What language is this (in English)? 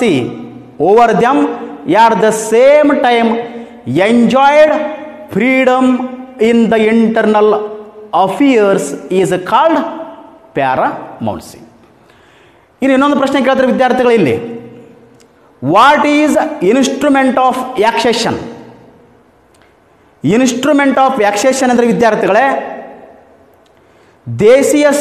Kannada